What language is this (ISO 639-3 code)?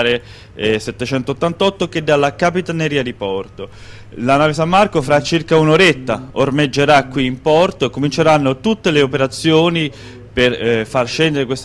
ita